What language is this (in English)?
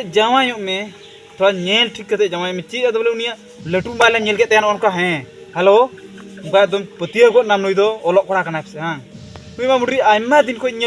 Santali